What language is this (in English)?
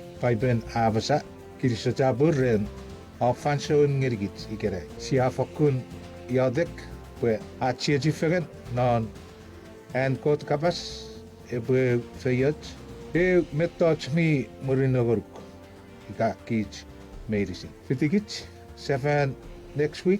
Chuukese